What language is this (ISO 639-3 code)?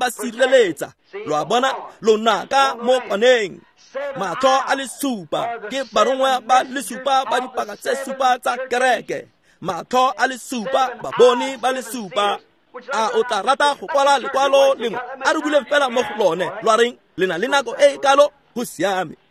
tsn